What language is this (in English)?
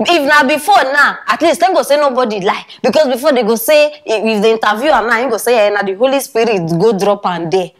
Nigerian Pidgin